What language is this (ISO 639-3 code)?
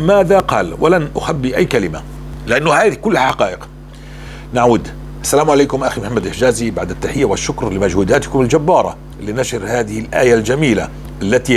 apc